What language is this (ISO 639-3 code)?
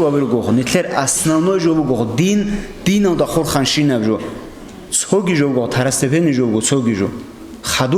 ava